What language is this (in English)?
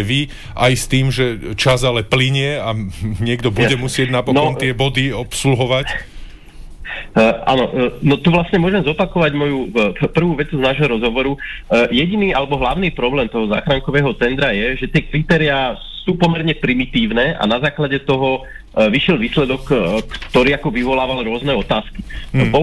Slovak